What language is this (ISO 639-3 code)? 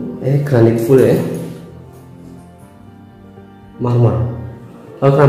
ind